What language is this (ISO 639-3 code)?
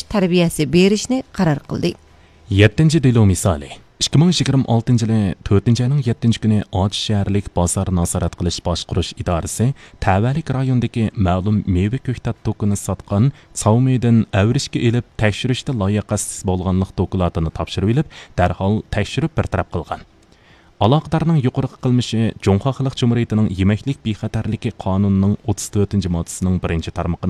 uig